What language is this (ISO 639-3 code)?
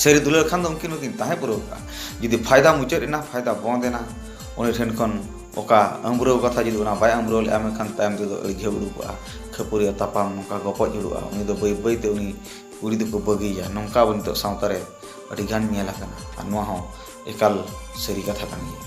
sat